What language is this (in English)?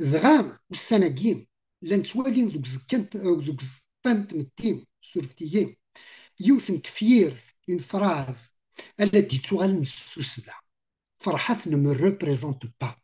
Kabyle